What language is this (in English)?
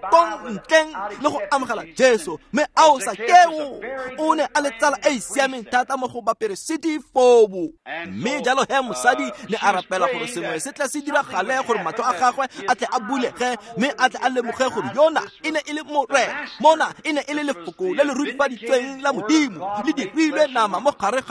Tswana